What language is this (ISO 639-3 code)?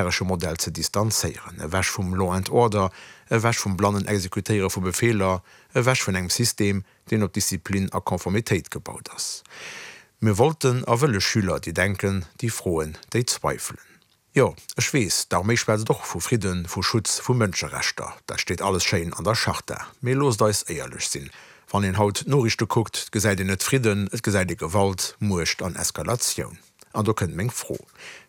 ltz